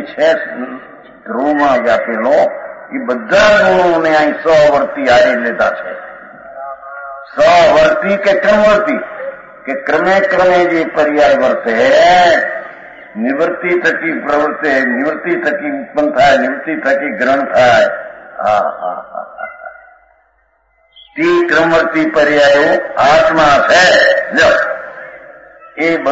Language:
Gujarati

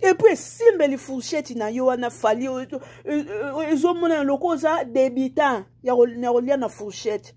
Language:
Lingala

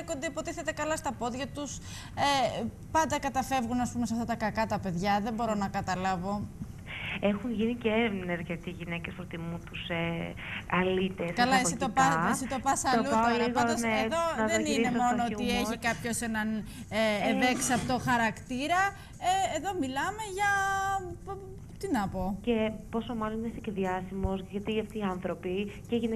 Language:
Greek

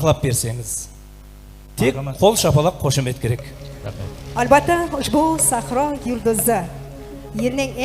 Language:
Kara-Kalpak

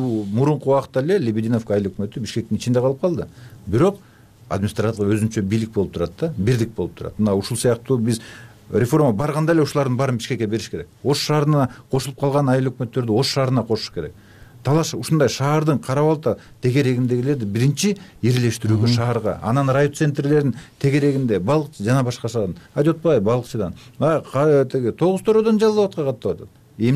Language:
Kyrgyz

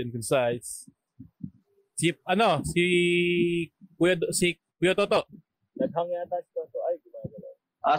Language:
Filipino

